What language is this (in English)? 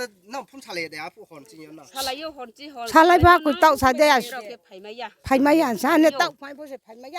Riang (India)